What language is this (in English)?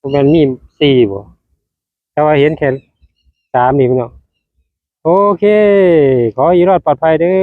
Lao